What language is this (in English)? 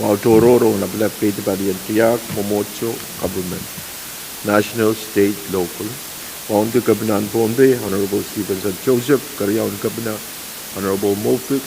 Pohnpeian